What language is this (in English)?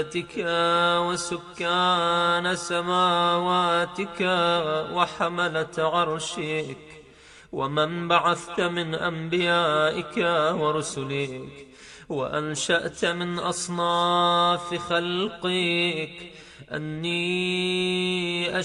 Urdu